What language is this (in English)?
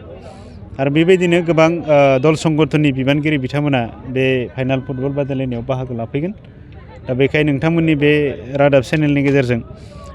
Bodo